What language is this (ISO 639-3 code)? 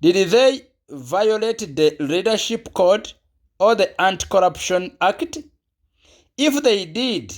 lug